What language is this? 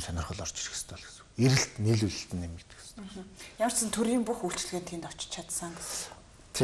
Mongolian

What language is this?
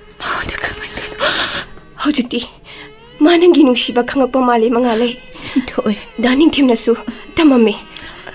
Manipuri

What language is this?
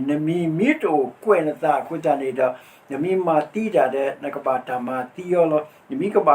S'gaw Karen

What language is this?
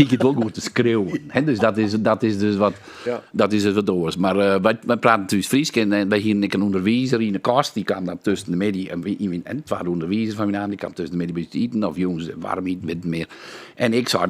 Western Frisian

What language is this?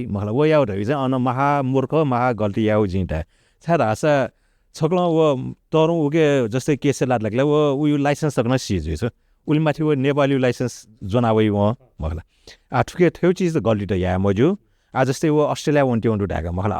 Newari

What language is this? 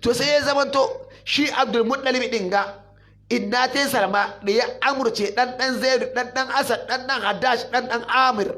Hausa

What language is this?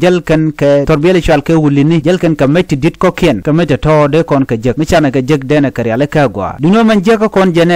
Nuer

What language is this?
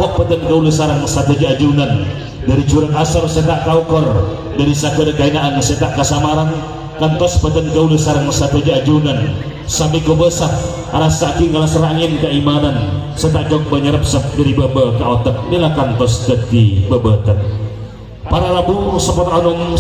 Madurese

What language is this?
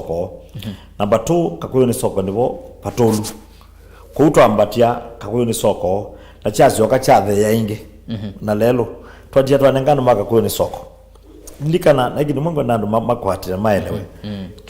Kamba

